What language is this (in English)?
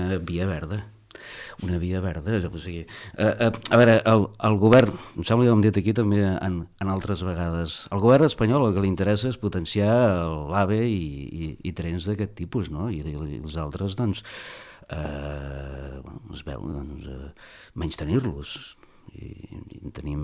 Catalan